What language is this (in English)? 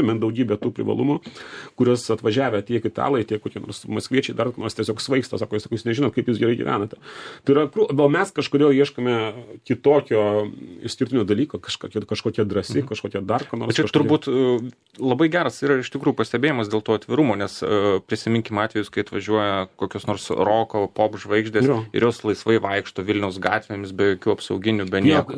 Lithuanian